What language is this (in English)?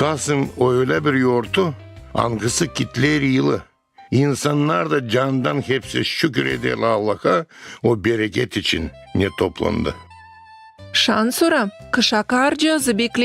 Gagauz